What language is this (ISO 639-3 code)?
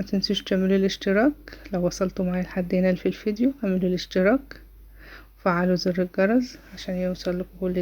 arz